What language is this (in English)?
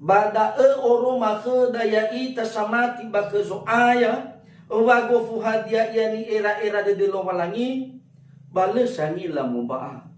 Nias